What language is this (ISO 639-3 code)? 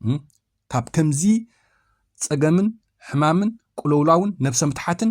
tir